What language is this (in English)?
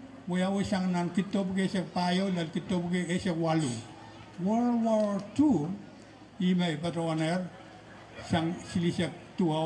Pohnpeian